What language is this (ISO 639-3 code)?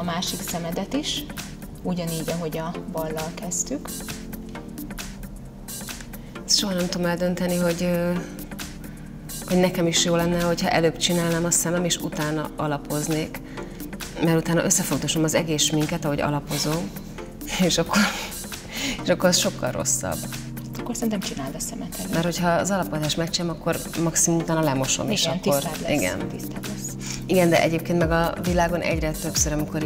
hun